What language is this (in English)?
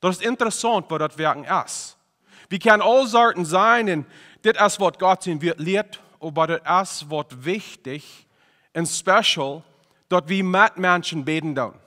Plautdietsch